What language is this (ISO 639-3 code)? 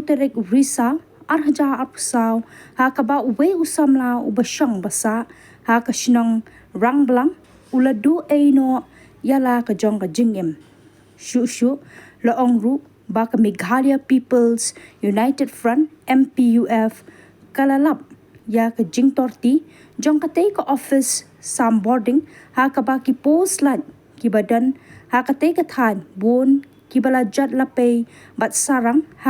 kha